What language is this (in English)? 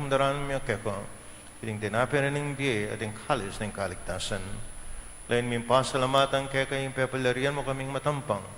Pampanga